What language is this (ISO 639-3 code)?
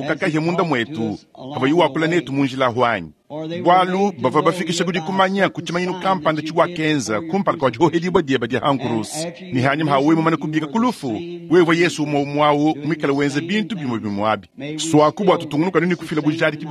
lua